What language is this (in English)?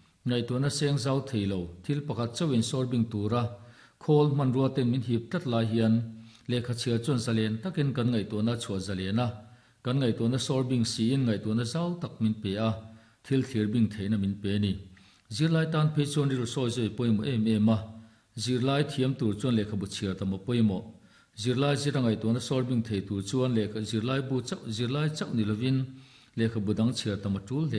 Mizo